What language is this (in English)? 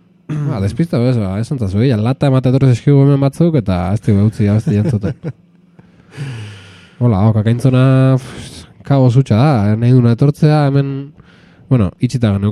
Basque